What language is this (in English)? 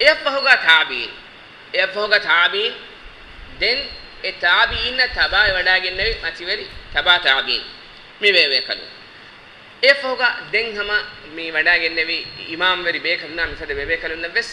Divehi